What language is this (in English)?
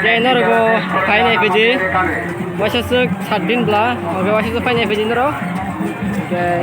Kok Borok